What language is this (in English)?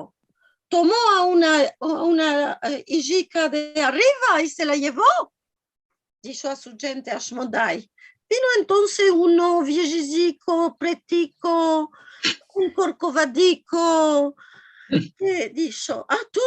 Ladino